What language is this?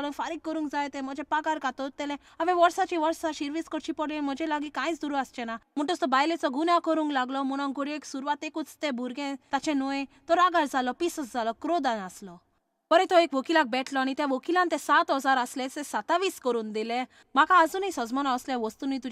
Konkani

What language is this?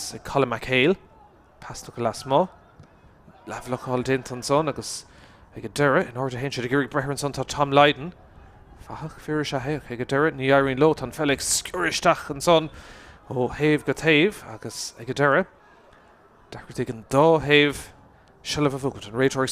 Irish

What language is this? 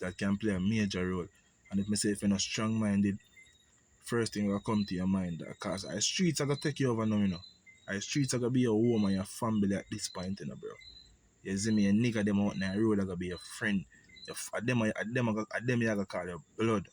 Jamaican Creole English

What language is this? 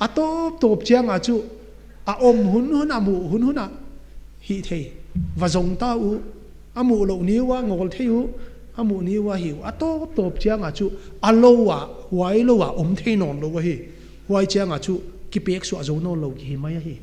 Paite Chin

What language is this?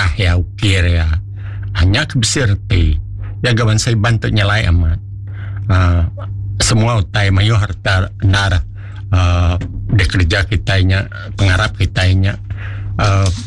Iban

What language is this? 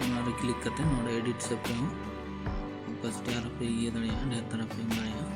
Santali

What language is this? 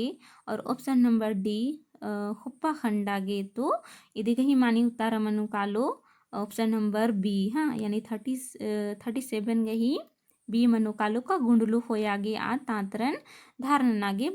Kurukh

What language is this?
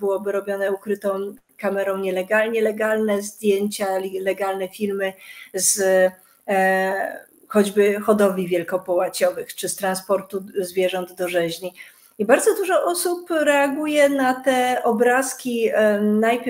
Polish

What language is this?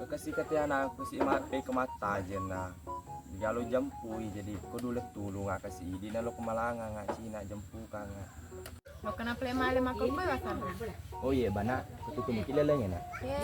Buginese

